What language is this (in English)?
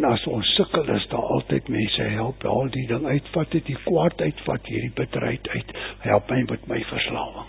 Afrikaans